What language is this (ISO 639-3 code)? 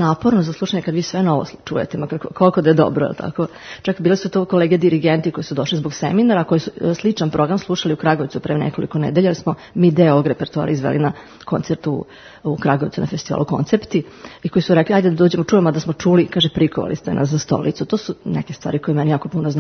srp